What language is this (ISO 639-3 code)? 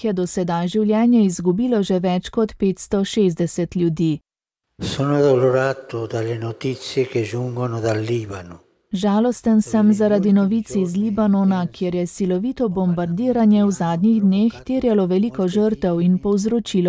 slv